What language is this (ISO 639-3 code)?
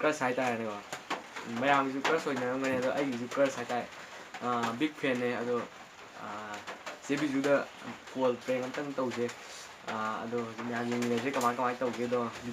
mni